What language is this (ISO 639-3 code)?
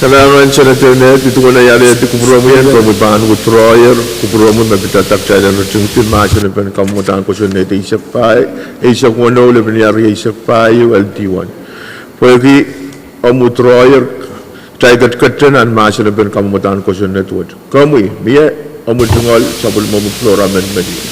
pon